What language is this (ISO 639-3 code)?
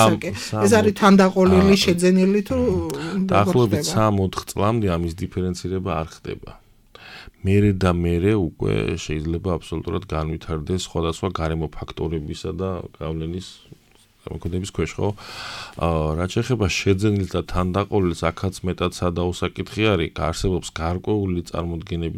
kat